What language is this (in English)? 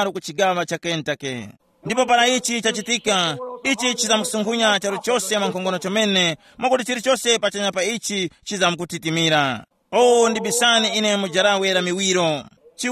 Tumbuka